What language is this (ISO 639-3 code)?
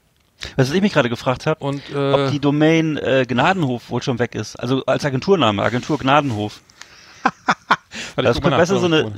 deu